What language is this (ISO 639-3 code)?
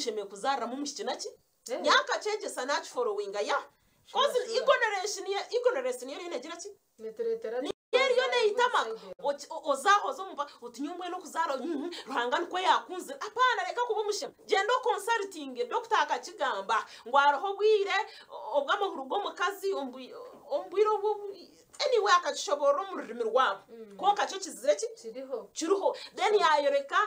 nyn